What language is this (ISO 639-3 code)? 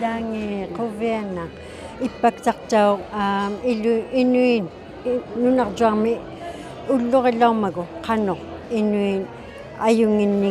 iku